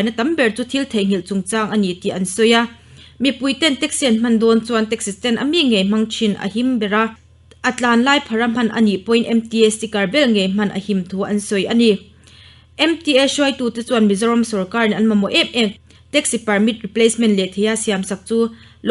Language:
Mizo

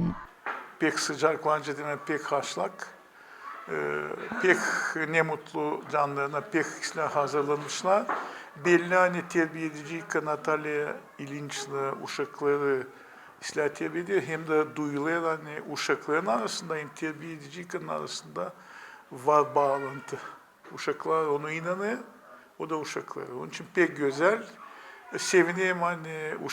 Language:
Gagauz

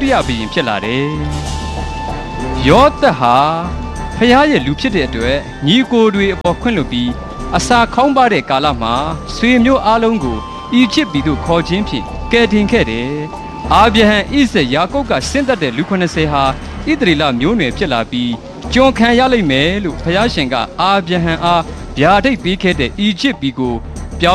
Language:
Burmese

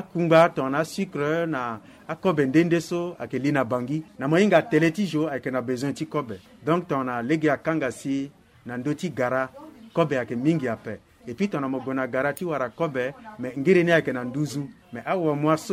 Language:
Sango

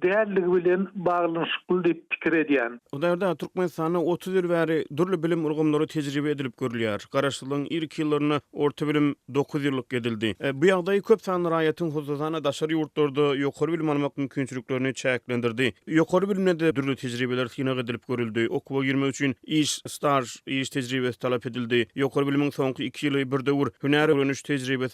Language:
Turkmen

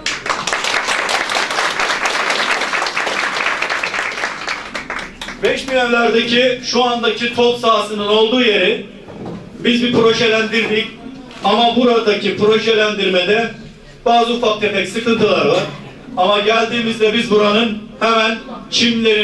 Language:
Turkish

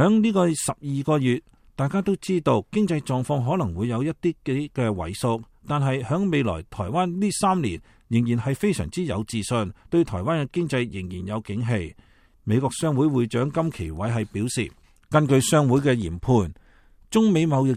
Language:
Cantonese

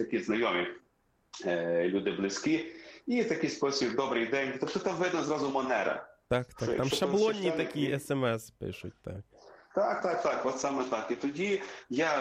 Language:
Ukrainian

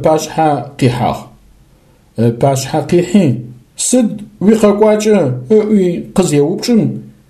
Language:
Adyghe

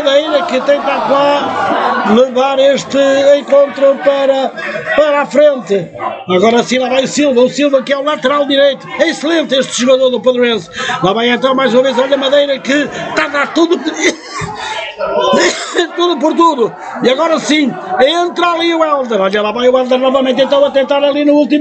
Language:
Portuguese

